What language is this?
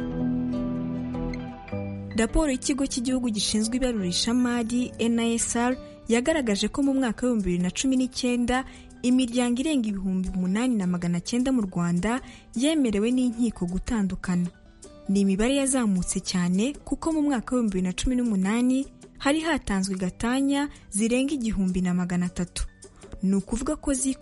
Kinyarwanda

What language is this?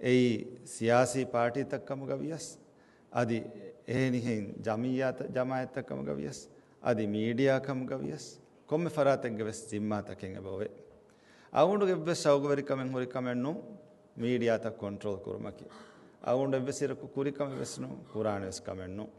Divehi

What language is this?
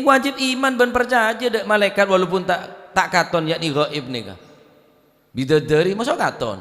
Madurese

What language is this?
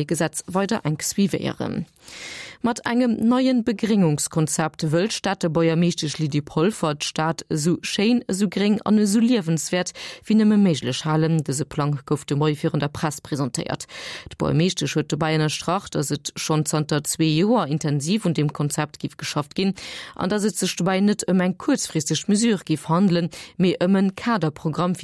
Luxembourgish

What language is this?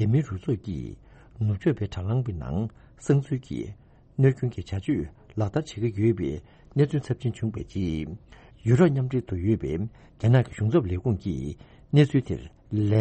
Tibetan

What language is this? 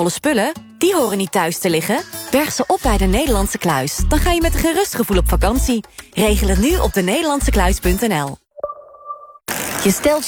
Dutch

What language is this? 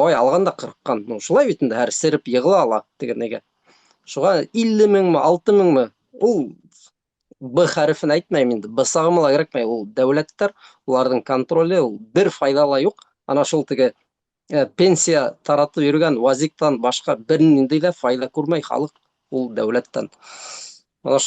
Bashkir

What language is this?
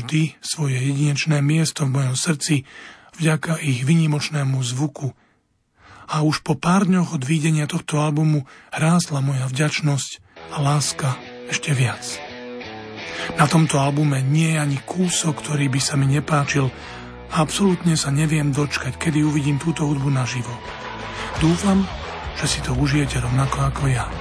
Slovak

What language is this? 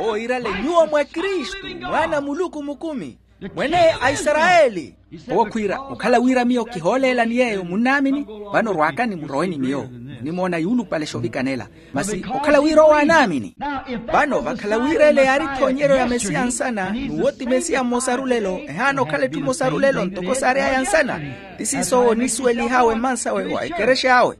Makhuwa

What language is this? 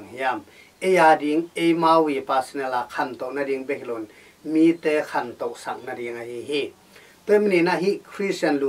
Tedim Chin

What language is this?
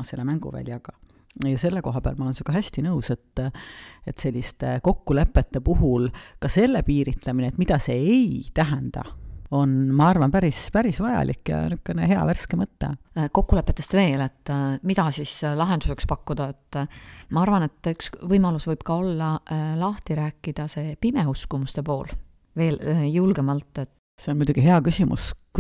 Estonian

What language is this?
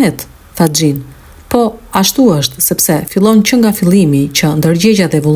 Albanian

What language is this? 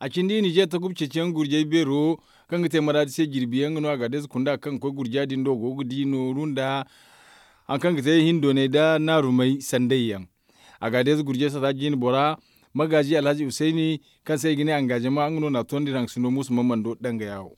Zarma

